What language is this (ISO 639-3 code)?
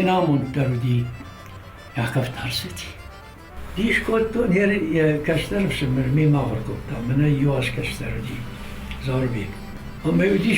oss